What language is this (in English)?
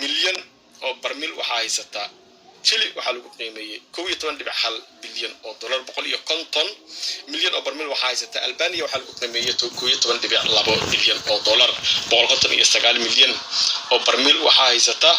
Somali